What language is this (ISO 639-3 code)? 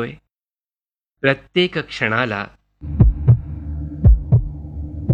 mar